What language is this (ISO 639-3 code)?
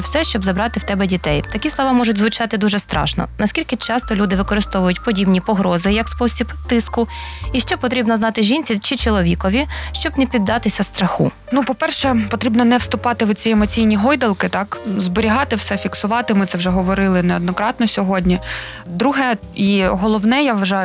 ukr